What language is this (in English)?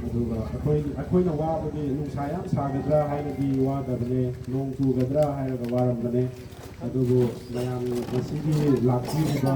Manipuri